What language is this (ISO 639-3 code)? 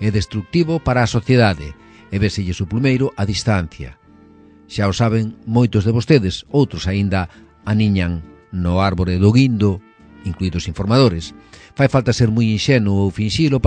glg